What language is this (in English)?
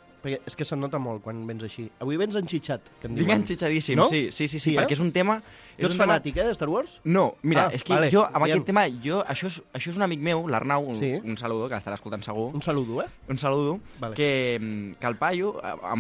Catalan